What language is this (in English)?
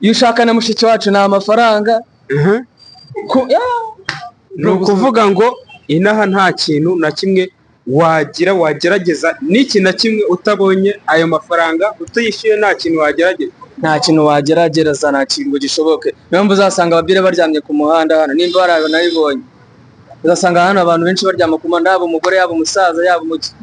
Kinyarwanda